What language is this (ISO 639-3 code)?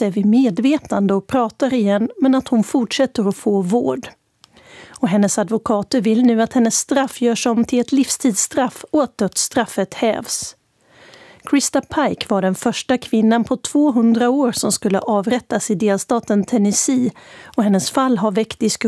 swe